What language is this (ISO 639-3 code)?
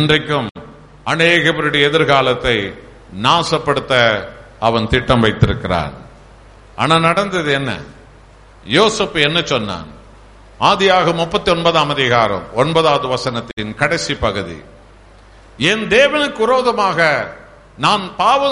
tam